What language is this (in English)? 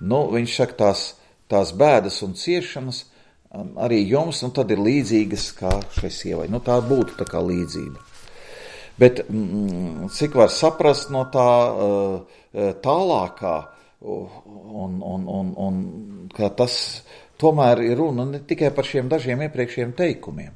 Latvian